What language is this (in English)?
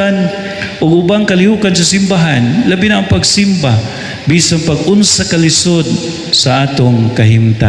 Cebuano